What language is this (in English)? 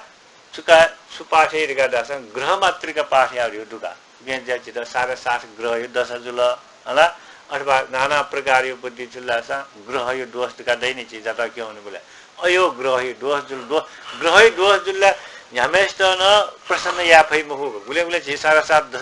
Newari